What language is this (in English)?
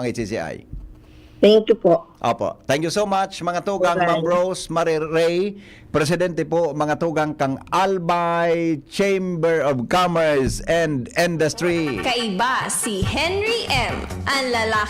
Bikol